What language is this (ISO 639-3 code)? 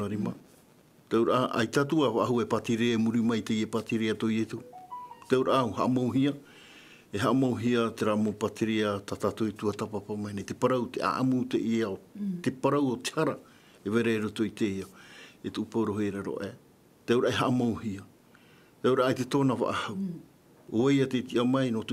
tah